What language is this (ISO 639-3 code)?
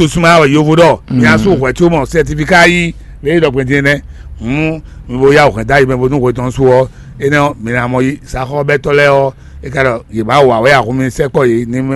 fon